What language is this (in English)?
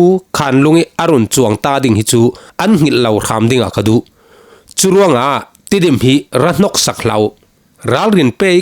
Falam Chin